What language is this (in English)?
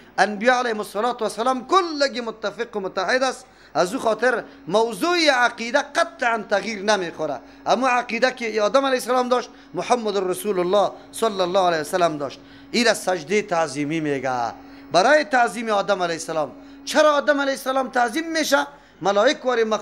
Persian